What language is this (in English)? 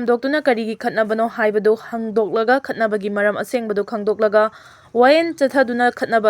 Manipuri